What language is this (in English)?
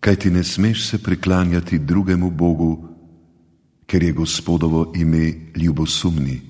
Slovenian